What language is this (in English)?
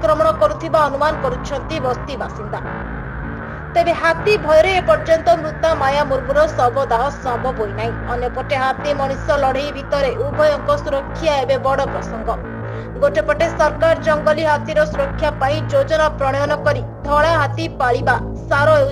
Odia